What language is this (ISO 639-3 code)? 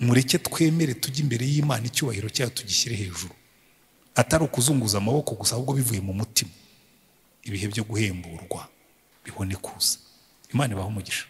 kin